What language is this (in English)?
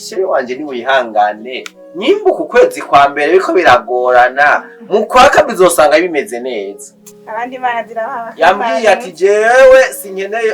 Rundi